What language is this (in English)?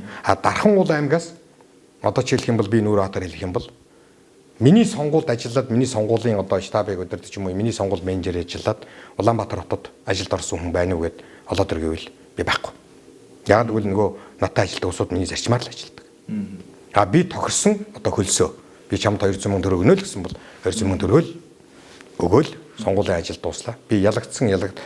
Mongolian